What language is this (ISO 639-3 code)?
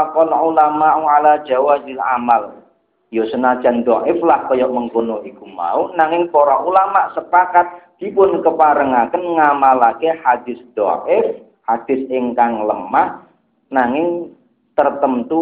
jav